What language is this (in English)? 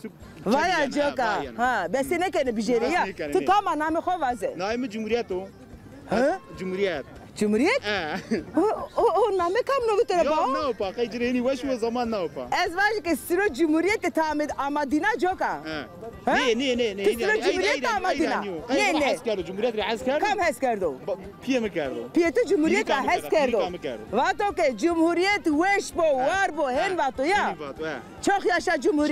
Zaza